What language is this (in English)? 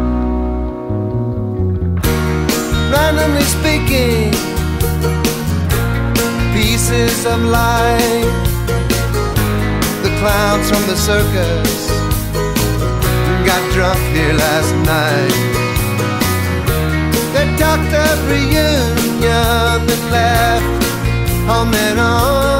English